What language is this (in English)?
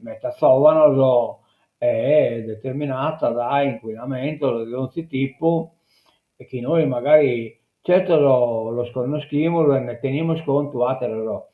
Sardinian